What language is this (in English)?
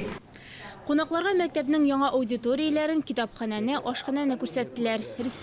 Tatar